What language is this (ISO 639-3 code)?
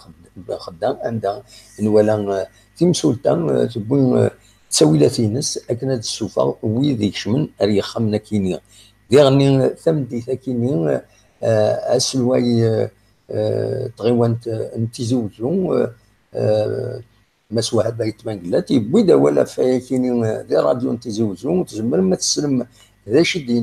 kab